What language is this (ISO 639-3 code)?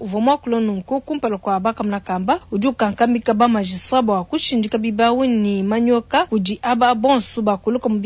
lua